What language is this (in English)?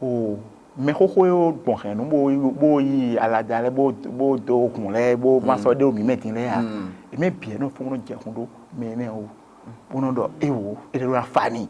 Fon